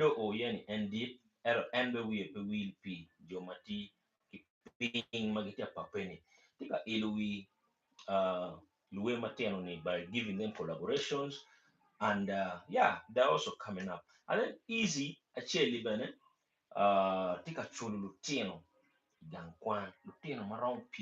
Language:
Acoli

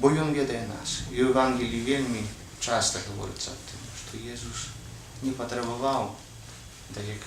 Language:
Belarusian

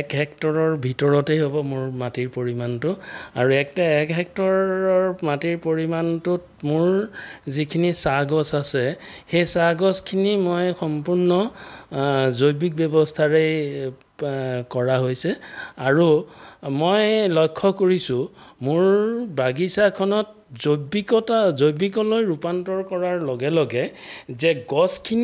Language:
Assamese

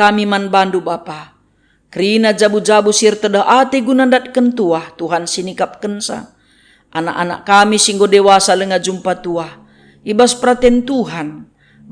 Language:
Batak Karo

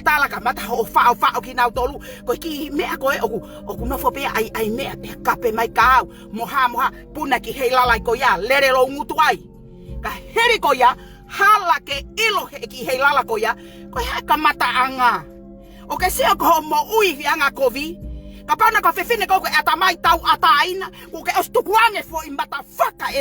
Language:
Tongan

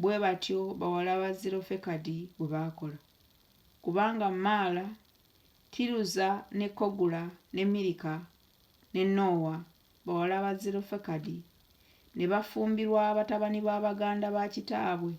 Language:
Ganda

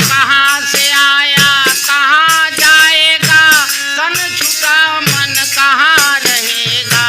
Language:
Chhattisgarhi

